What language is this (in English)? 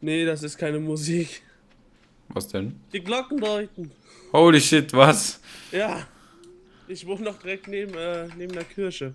Swiss German